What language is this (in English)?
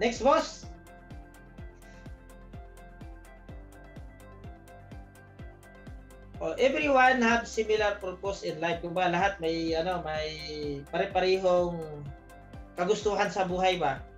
Filipino